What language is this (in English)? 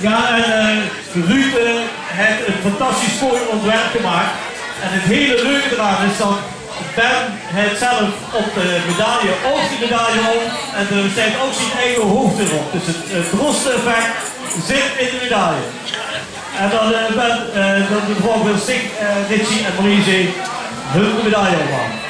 Limburgish